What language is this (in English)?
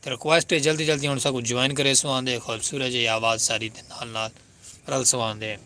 Saraiki